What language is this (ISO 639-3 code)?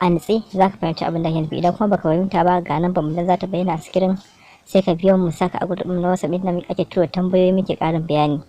hau